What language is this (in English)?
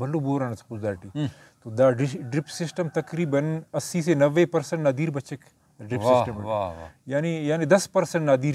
Brahui